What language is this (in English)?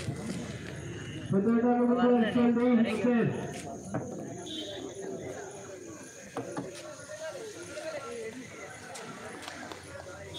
Kannada